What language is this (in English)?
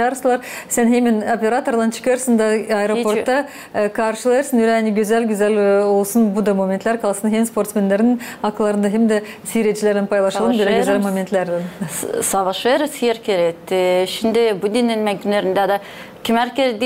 Gagauz